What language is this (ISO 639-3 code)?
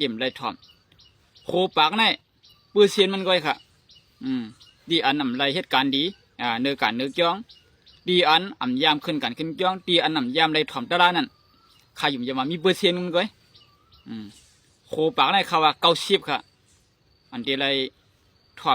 shn